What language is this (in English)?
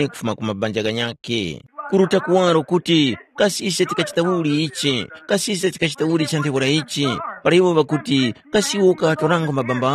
Tumbuka